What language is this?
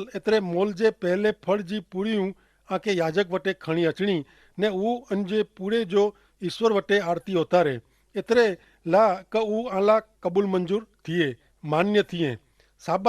Kachhi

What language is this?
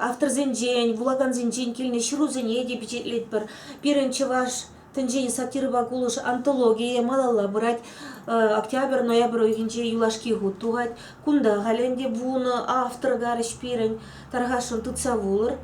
Chuvash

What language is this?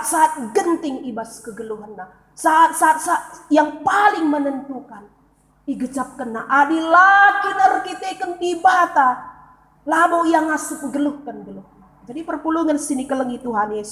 Batak Karo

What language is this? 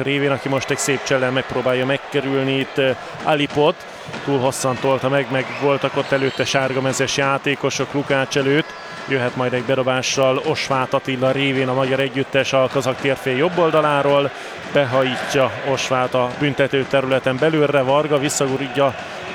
Hungarian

